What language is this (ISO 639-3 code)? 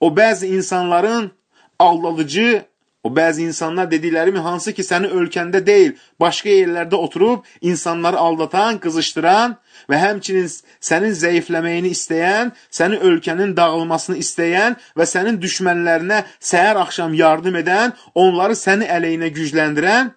aze